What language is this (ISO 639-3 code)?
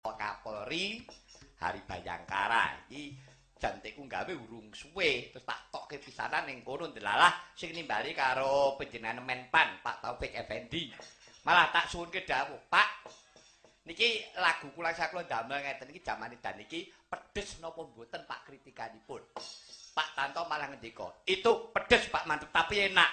jav